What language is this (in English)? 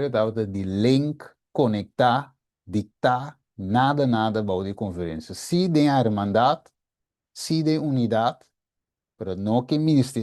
Papiamento